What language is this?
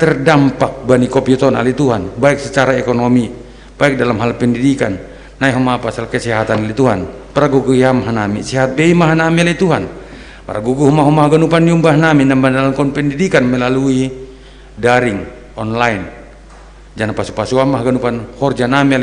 Batak Simalungun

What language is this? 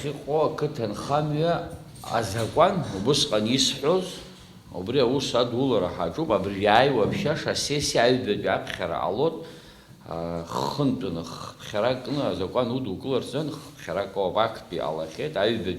Abkhazian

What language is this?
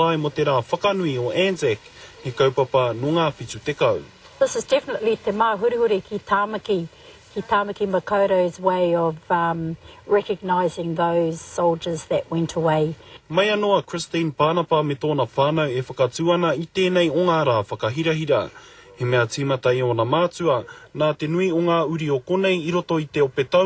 Māori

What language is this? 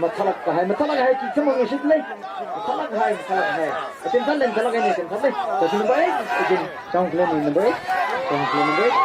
Tangkhul Naga (India)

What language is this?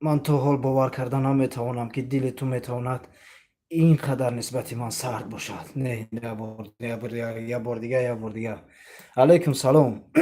Tajik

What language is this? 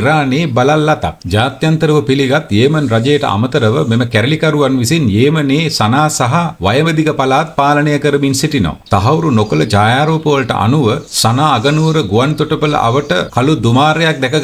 Sinhala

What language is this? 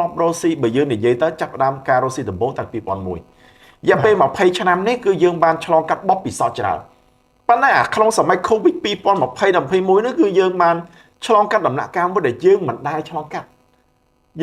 Khmer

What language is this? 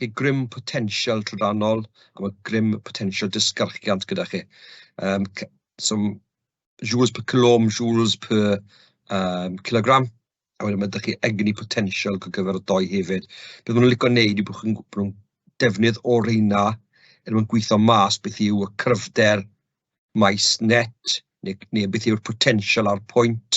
Welsh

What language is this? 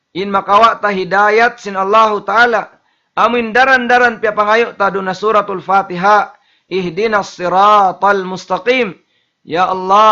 Tausug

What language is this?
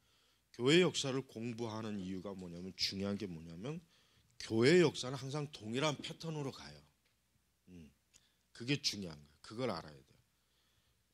Korean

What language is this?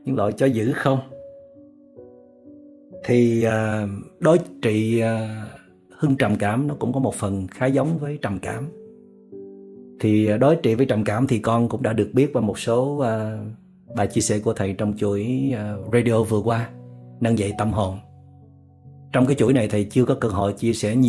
Vietnamese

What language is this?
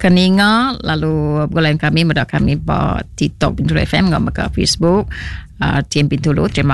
Iban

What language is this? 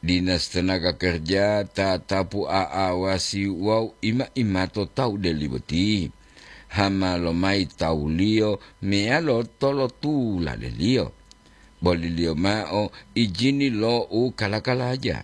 Gorontalo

